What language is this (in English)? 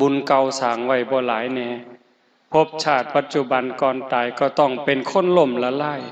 Northeastern Thai